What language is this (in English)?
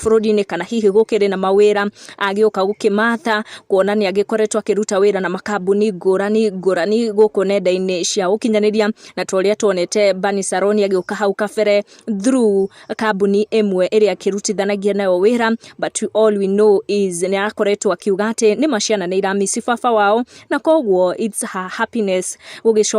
Kikuyu